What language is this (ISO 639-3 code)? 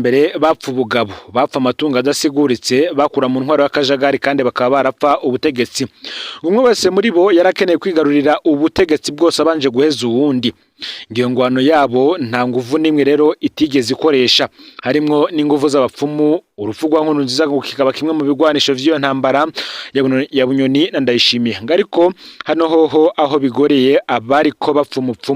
run